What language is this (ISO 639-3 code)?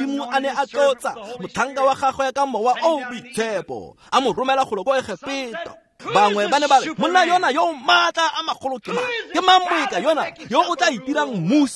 tsn